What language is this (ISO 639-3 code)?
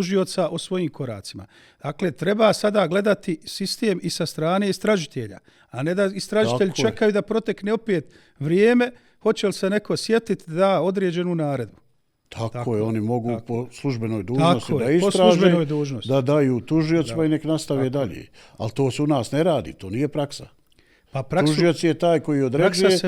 bos